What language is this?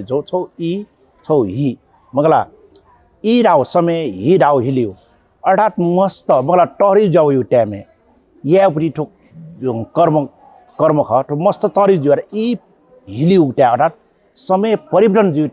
Newari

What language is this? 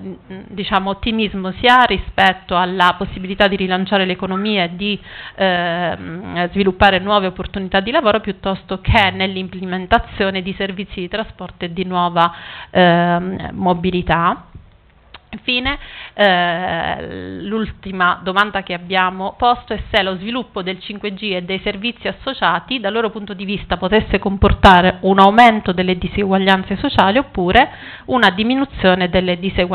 Italian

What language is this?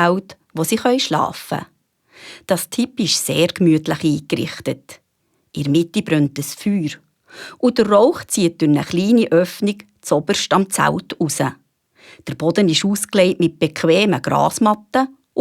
Swiss German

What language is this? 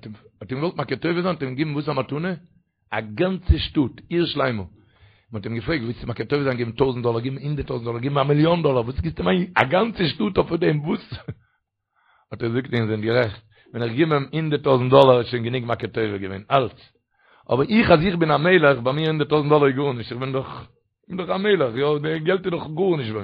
Yiddish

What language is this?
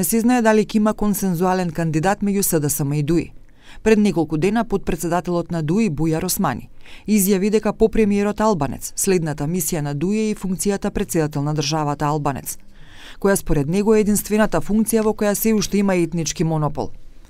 Macedonian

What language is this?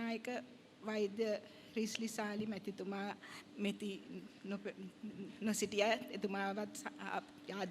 Sinhala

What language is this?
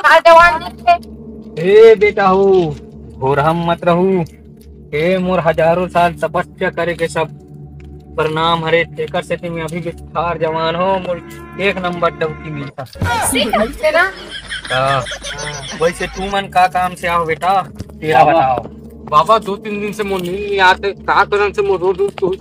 Chhattisgarhi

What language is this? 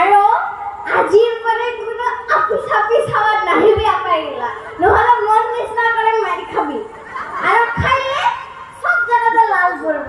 Assamese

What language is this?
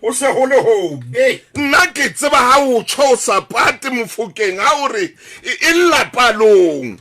Southern Sotho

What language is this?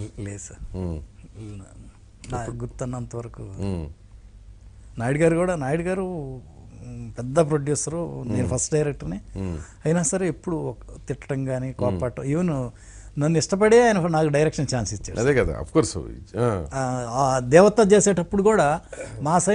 Telugu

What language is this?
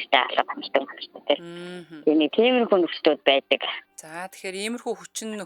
Mongolian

